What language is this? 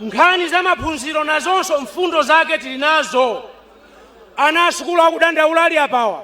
Nyanja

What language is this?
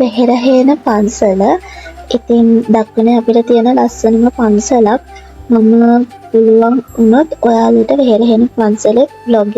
Sinhala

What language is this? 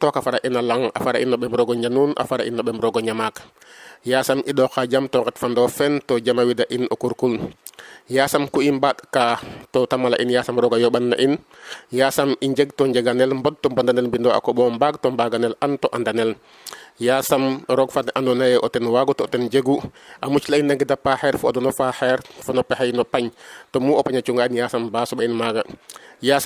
Serer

